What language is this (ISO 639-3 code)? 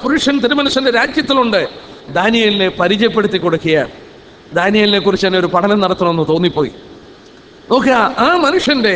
mal